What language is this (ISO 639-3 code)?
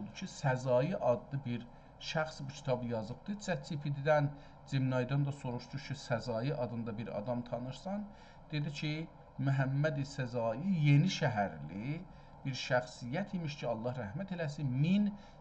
azb